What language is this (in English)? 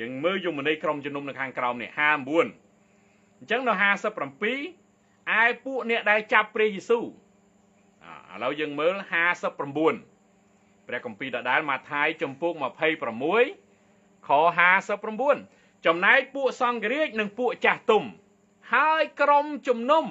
Khmer